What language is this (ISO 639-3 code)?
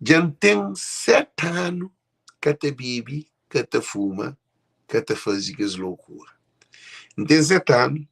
kea